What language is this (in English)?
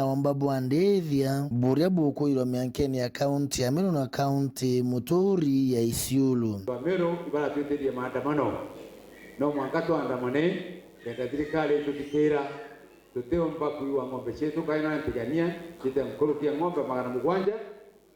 Meru